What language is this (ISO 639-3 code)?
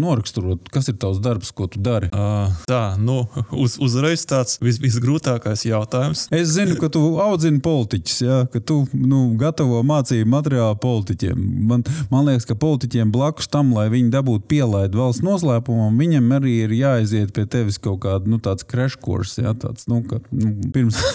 lav